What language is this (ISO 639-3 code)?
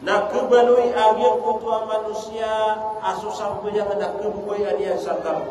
mrw